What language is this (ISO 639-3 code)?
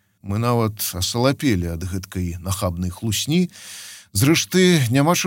bel